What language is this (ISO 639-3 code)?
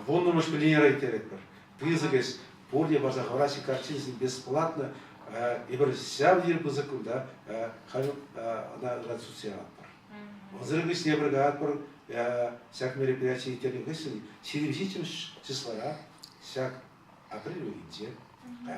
chv